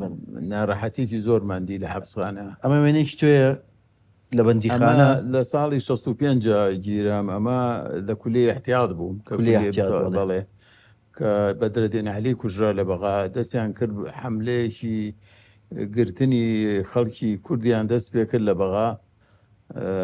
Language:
Central Kurdish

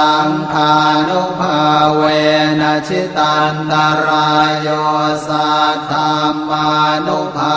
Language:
Pali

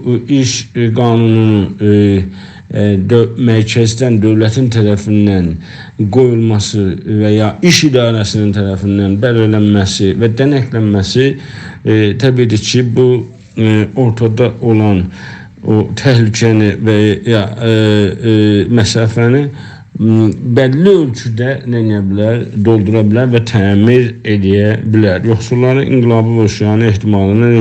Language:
South Azerbaijani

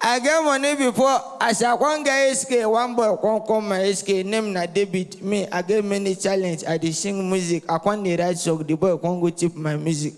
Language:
Nigerian Pidgin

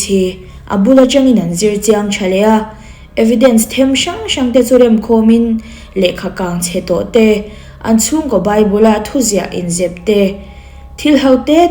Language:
Mizo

